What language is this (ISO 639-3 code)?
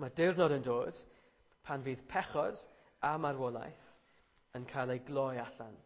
cym